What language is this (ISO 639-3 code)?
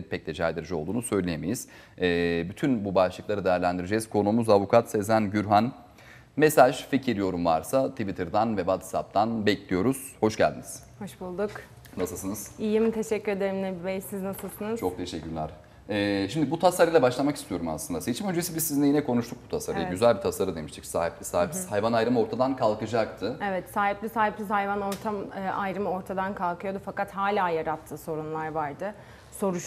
tur